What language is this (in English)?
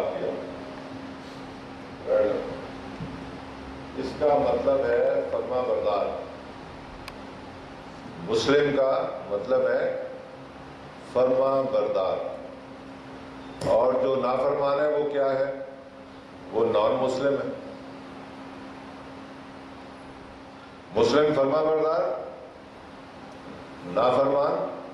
Urdu